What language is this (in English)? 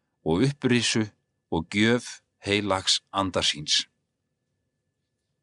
Icelandic